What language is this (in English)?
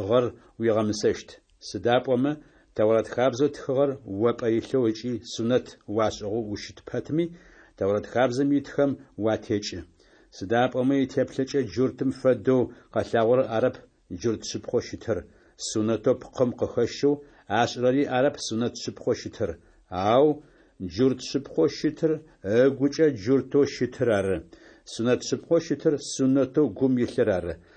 Adyghe